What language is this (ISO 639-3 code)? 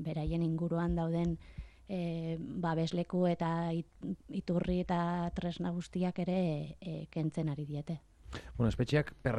eus